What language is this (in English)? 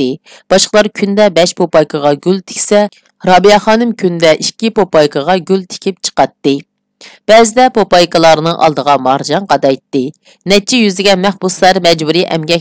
Uyghur